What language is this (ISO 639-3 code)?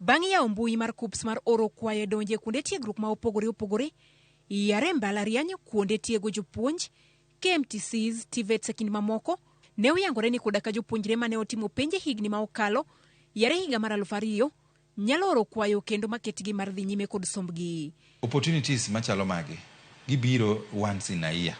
luo